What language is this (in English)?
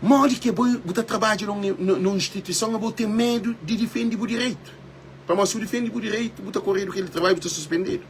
Kabuverdianu